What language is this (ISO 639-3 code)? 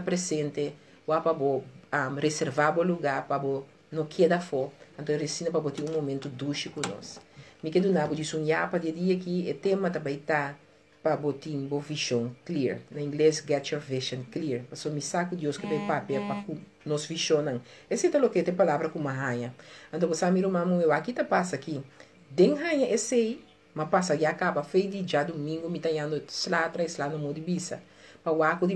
pap